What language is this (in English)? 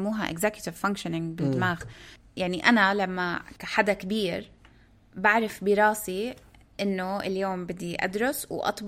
North Levantine Arabic